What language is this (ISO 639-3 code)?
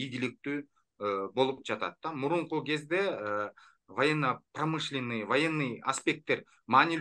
kir